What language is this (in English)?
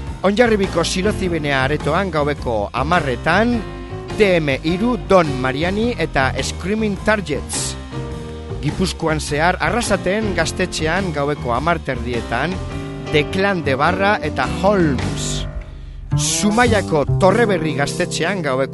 Basque